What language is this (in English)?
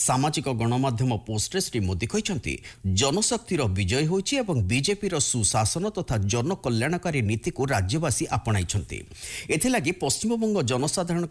Odia